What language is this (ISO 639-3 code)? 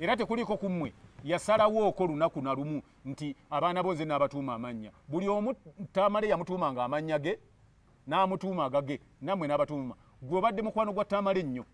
lug